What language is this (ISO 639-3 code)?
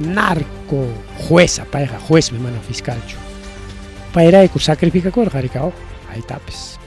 quy